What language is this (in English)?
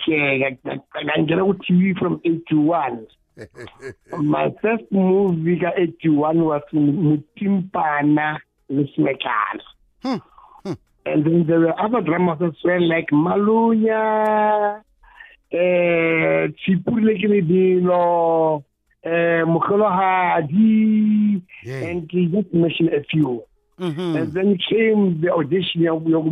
South Ndebele